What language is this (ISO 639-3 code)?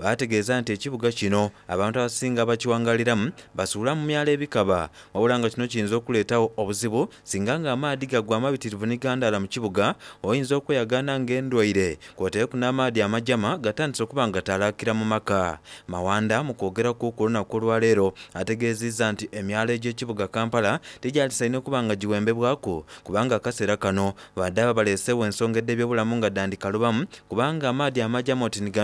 xog